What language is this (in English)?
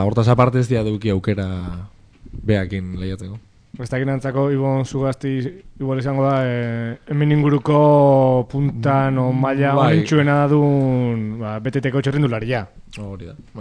Basque